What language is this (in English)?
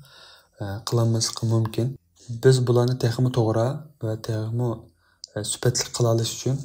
Uyghur